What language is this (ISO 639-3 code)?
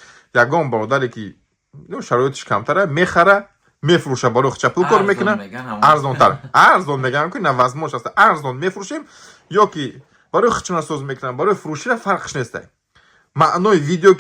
tgk